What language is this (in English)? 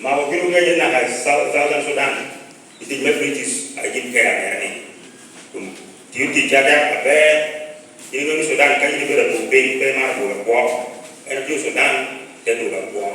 Lango (Uganda)